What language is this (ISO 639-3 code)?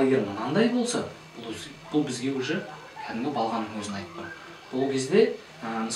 kaz